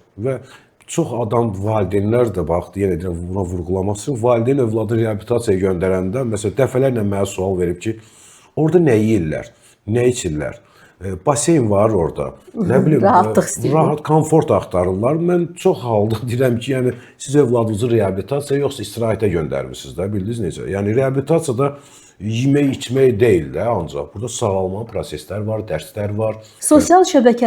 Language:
Azerbaijani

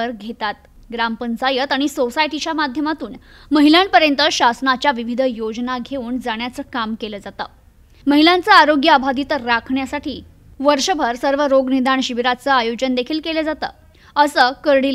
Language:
Marathi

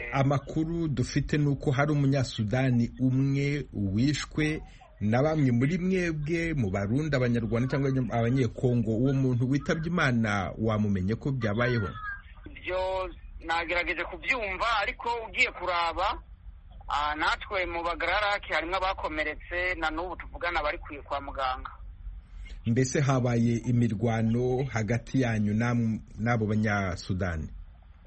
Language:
Kinyarwanda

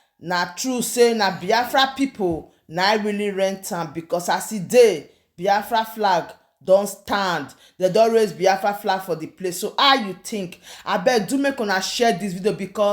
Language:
Nigerian Pidgin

